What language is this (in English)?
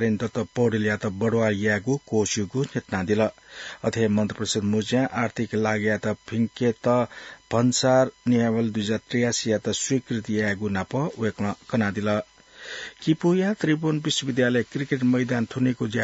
Newari